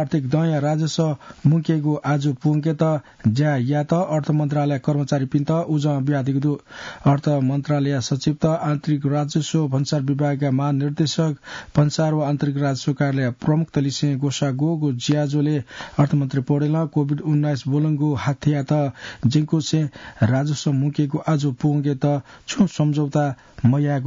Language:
Newari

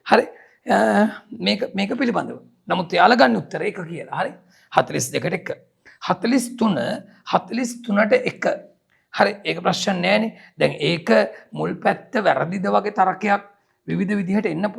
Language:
Sinhala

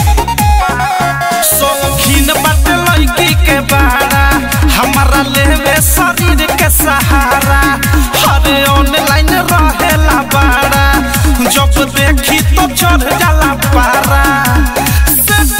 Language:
Bhojpuri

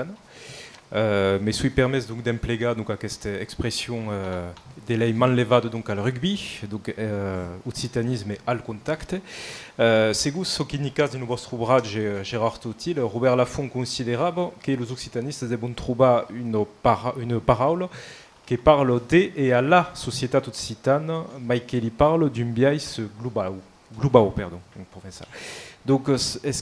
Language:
Occitan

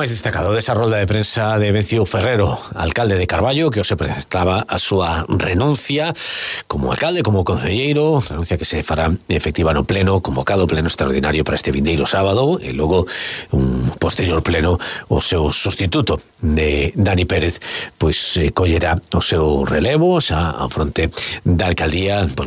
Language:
Galician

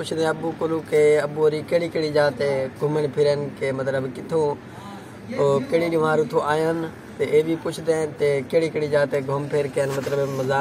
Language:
Saraiki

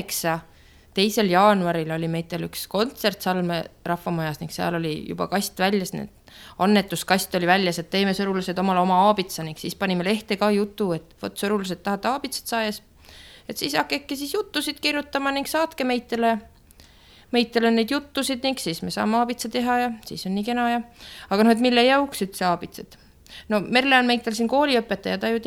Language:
Estonian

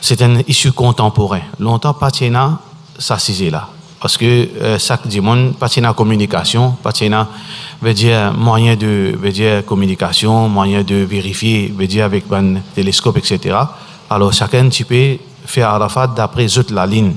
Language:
Morisyen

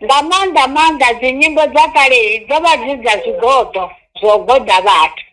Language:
Venda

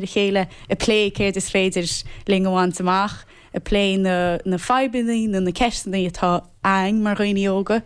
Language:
Irish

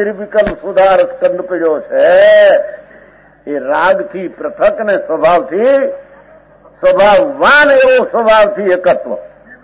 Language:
Gujarati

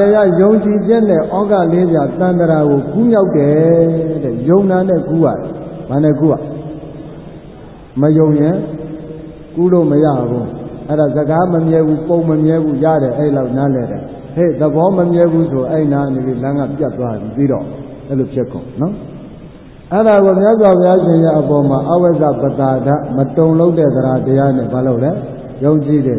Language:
Burmese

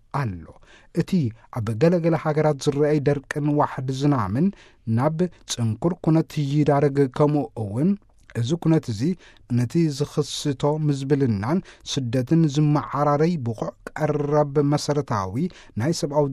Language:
Tigrinya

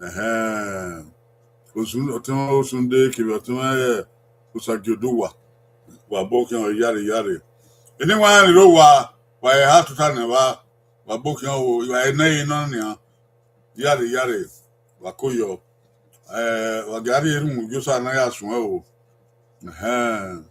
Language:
Bini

